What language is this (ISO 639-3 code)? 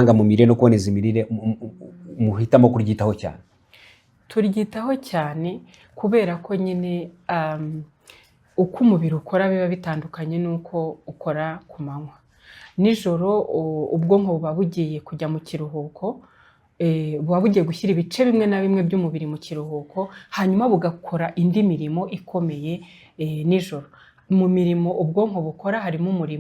kin